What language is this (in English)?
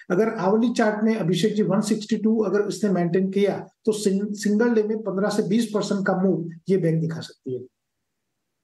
Hindi